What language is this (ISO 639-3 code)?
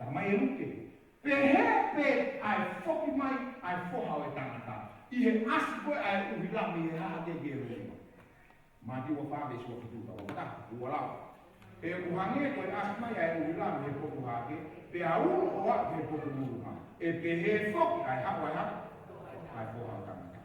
ton